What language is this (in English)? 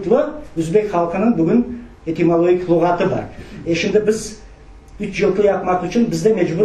Crimean Tatar